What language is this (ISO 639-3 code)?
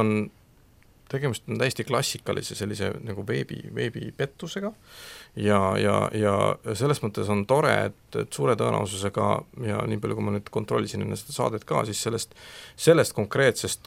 est